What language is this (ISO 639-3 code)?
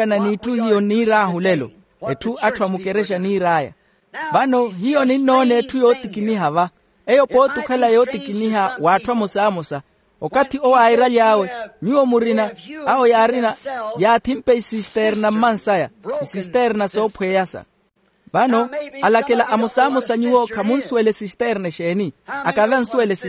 vmw